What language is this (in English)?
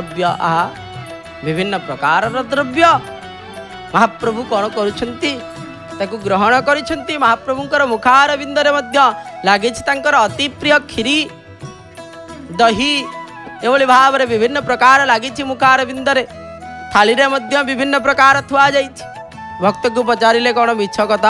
Odia